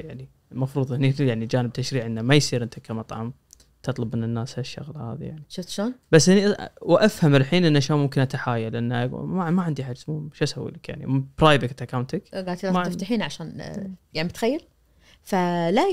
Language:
Najdi Arabic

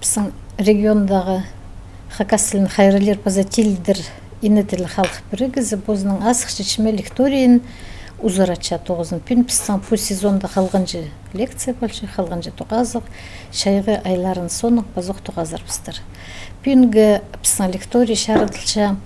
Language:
Khakas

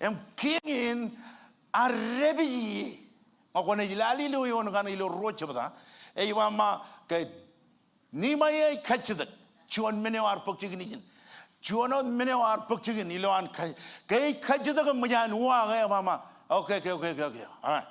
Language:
Marshallese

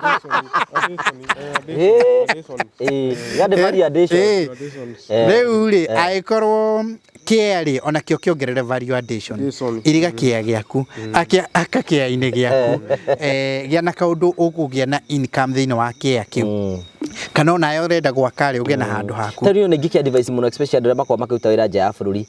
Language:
Kikuyu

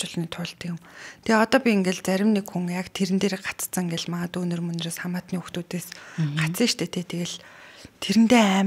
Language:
Mongolian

